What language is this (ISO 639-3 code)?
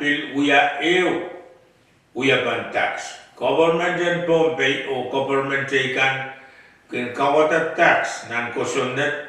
pon